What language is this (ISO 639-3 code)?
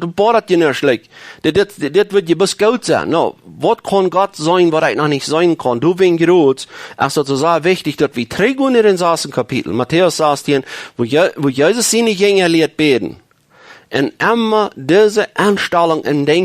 pdt